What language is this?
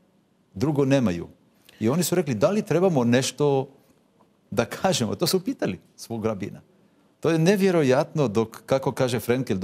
Croatian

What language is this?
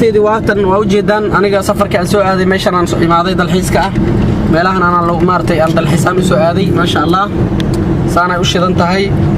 Somali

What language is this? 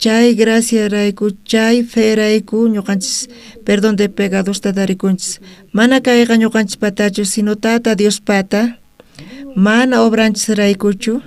South Bolivian Quechua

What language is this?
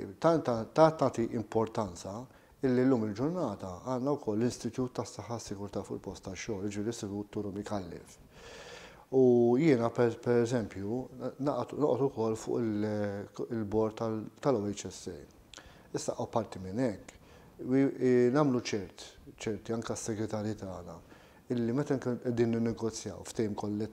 Maltese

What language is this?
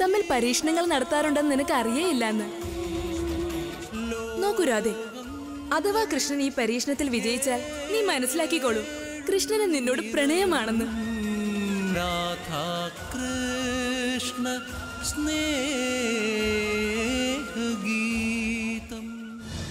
Malayalam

